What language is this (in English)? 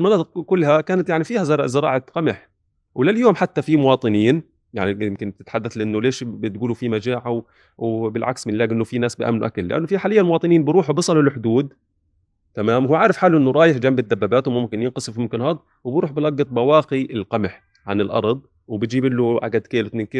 North Levantine Arabic